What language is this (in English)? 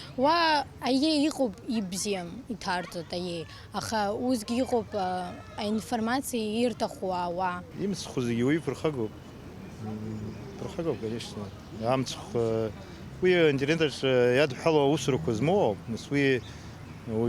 Abkhazian